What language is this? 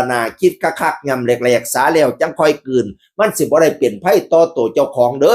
Northeastern Thai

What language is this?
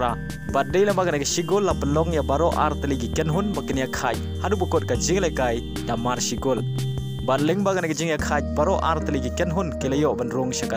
Khasi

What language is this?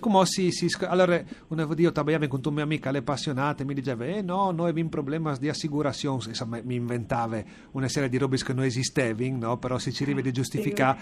Friulian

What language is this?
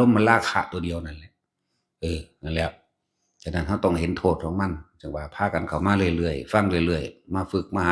Northeastern Thai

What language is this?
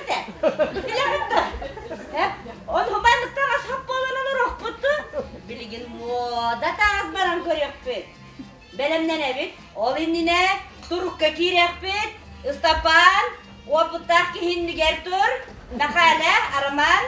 Yakut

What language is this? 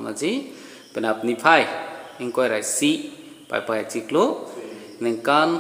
Karbi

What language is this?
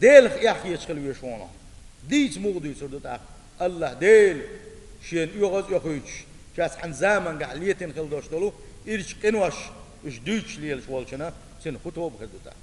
Chechen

